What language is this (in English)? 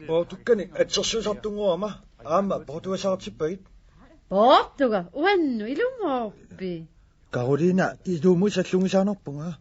Kalaallisut